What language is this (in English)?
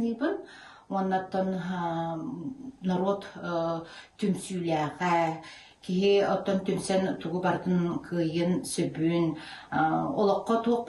Yakut